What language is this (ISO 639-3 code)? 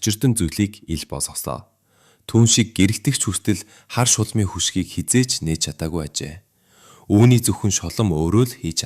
mon